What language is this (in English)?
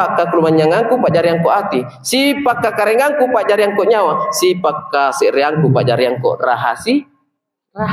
Makasar